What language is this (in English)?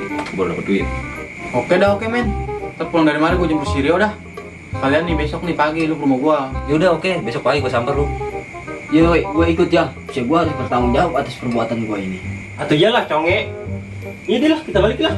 Betawi